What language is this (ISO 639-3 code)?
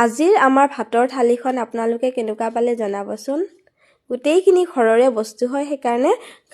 asm